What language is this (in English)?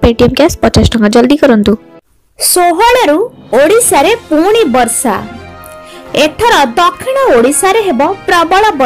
Odia